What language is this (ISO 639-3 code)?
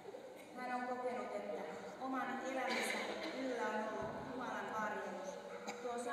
fin